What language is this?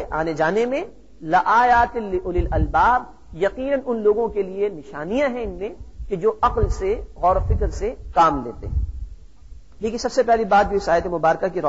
Urdu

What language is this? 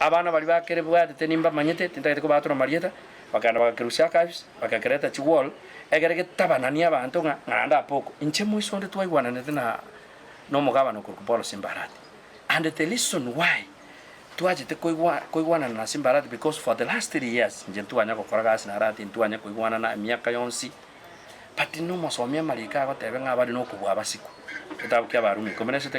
Gusii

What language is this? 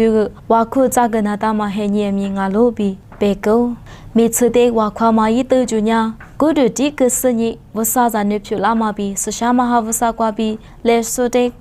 Lisu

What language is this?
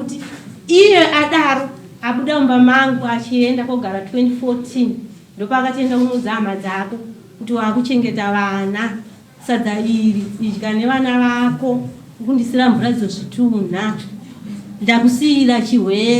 Shona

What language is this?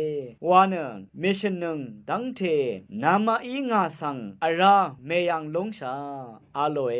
Rawang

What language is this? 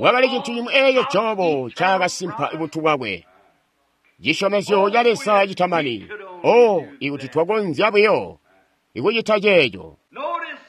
Tonga (Zambia)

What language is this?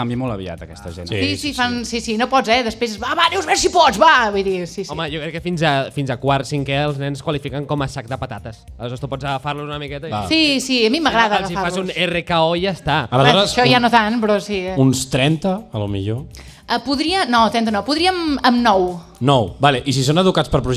Catalan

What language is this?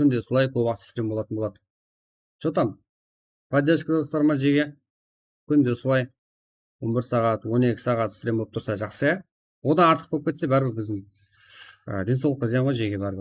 Kara-Kalpak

